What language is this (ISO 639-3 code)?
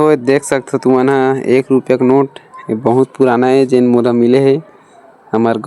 hne